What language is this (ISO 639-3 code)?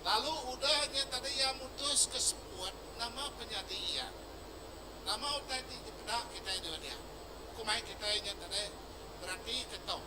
iba